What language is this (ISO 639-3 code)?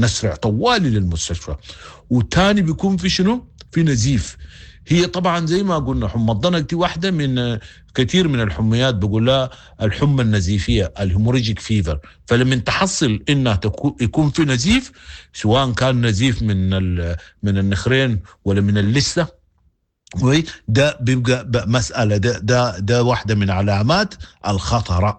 apd